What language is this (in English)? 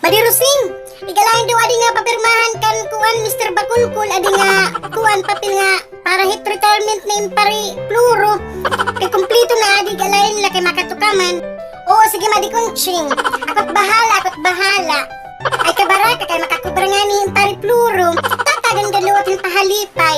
Waray